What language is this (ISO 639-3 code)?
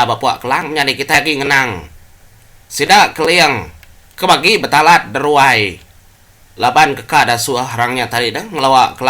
iba